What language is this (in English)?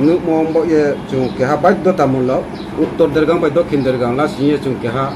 Riang (India)